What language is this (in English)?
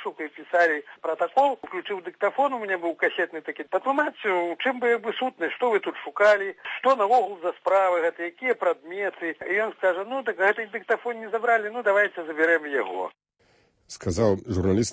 Belarusian